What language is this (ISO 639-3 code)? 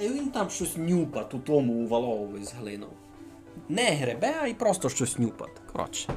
rue